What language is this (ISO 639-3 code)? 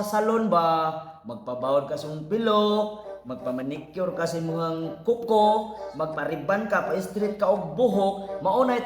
ceb